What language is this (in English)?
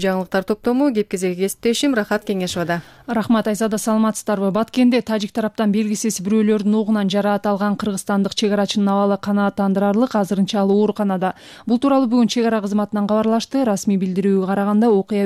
Kyrgyz